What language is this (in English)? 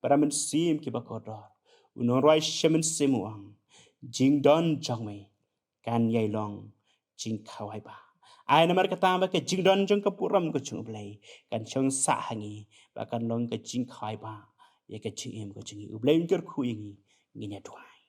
Khasi